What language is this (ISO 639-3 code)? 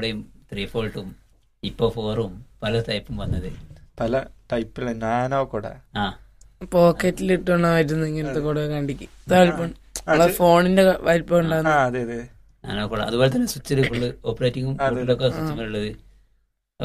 mal